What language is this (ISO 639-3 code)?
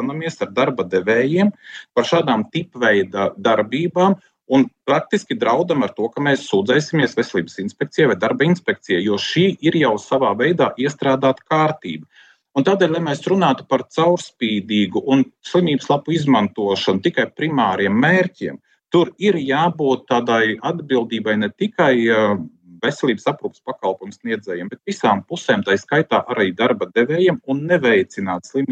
lav